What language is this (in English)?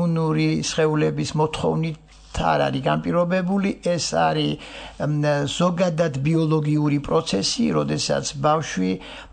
Georgian